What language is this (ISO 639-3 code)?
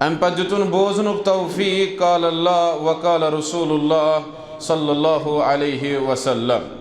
kas